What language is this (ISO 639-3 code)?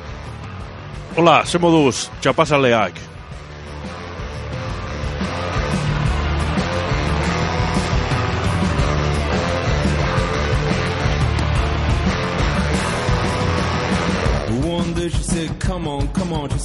eus